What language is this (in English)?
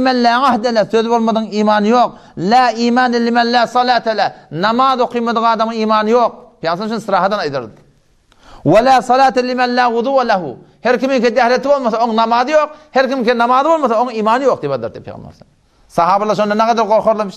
Turkmen